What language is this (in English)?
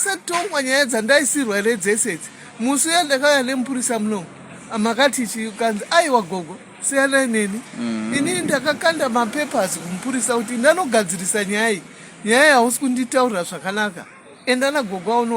Shona